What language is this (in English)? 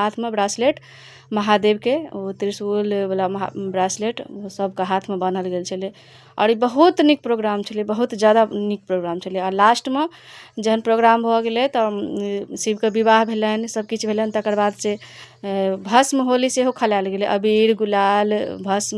Maithili